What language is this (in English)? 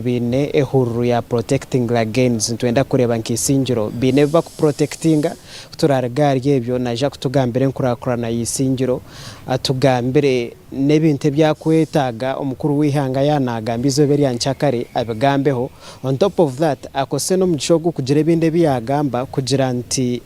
Nyankole